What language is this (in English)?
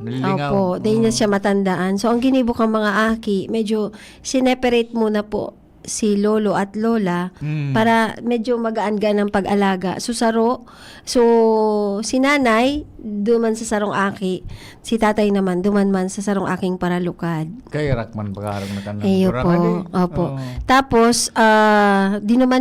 Bikol